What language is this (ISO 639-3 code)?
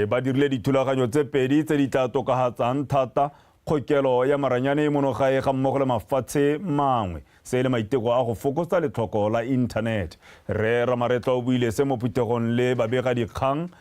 tsn